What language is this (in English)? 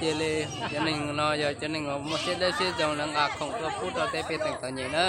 Hmong